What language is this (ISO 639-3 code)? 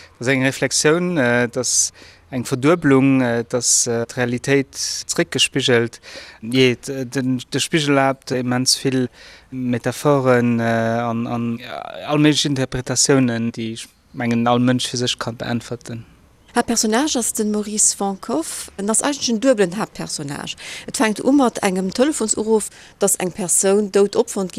ltz